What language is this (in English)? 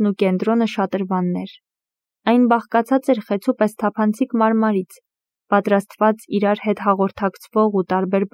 Armenian